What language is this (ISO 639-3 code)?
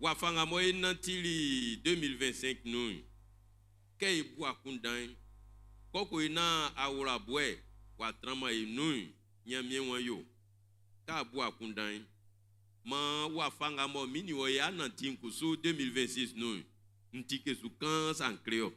bci